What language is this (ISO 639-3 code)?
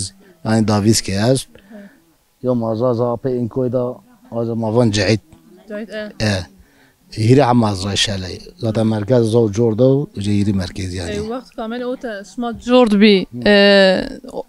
zza